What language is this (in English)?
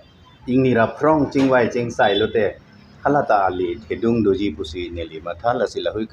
Karbi